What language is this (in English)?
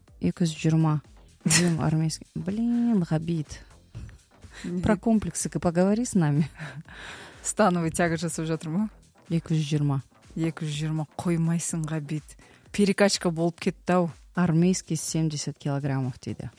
Kazakh